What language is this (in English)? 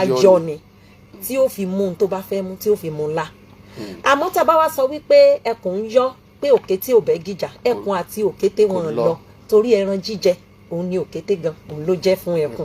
Yoruba